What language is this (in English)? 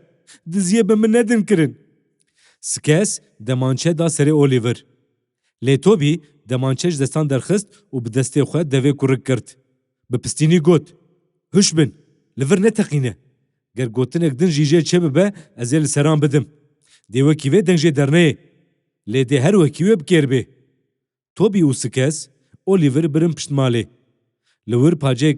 Kurdish